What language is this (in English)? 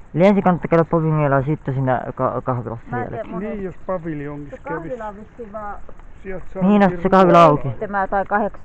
Finnish